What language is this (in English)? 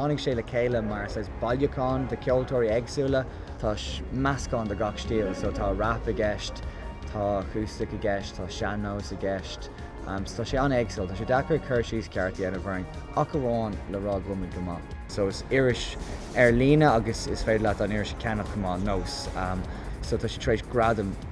Irish